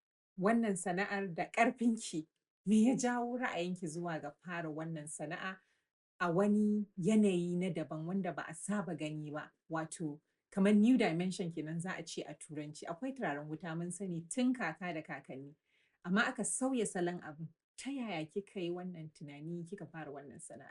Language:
Hausa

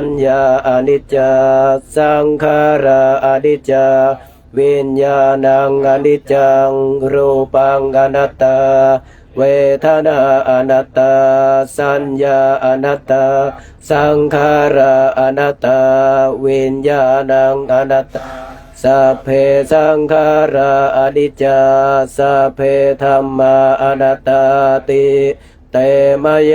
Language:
Pali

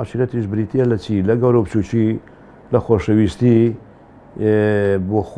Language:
Central Kurdish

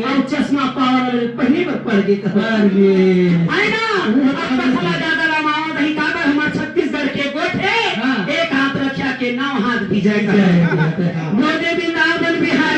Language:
Chhattisgarhi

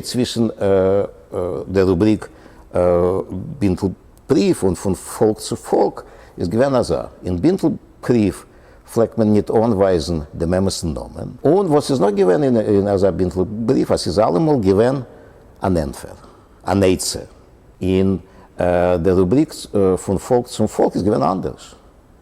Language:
Yiddish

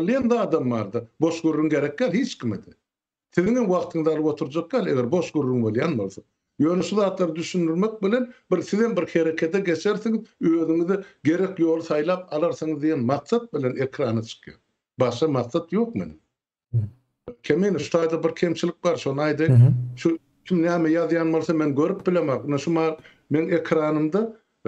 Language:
Turkmen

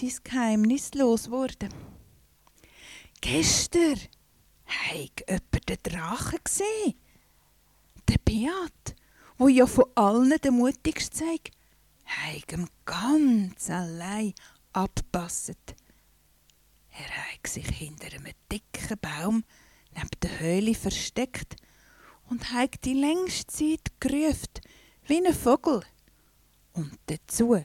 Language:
Swiss German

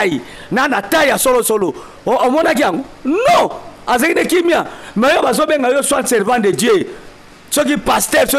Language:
Lingala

